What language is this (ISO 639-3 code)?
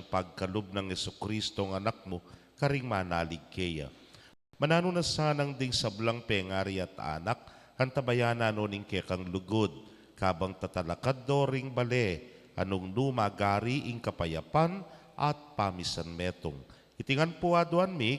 pam